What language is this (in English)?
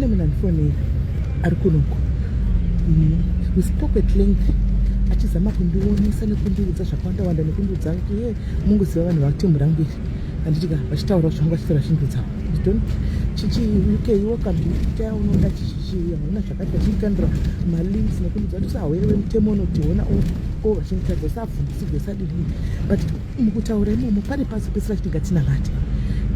Shona